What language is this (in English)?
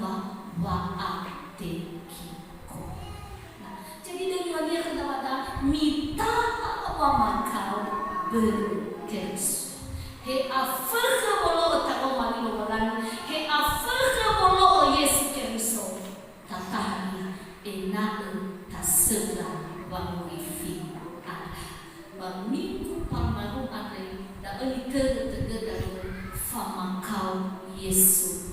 Nias